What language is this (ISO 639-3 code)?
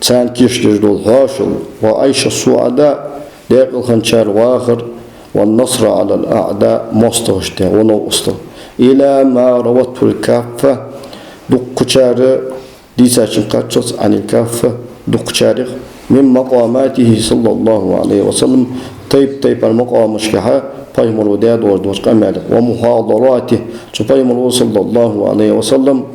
inh